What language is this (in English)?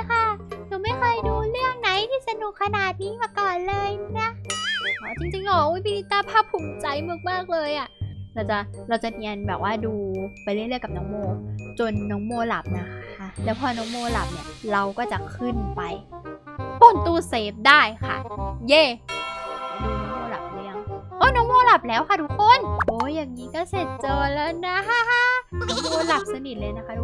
Thai